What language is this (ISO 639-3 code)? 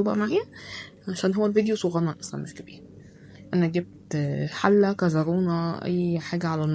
arz